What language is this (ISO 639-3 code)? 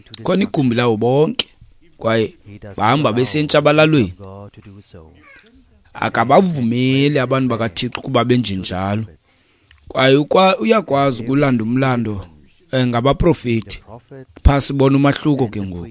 xho